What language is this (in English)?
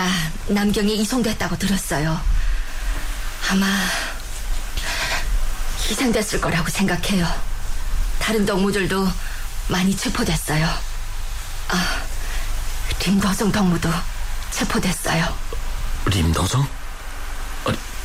Korean